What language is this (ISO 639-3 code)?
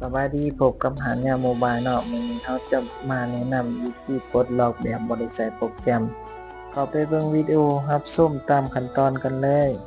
lao